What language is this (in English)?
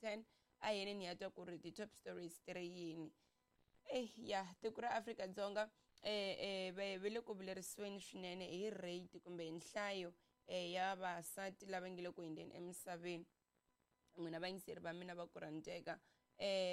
Tsonga